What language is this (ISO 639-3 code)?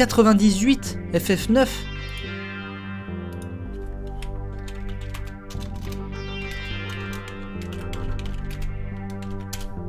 fra